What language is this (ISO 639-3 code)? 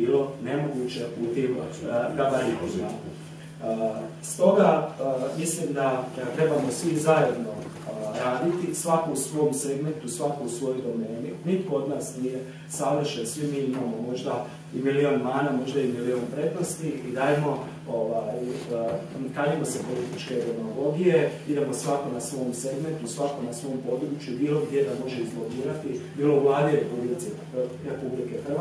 hrv